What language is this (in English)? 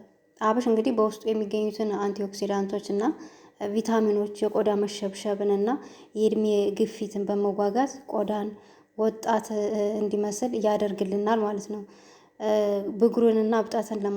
Amharic